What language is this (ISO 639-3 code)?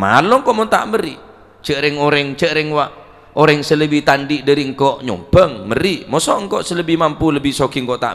mad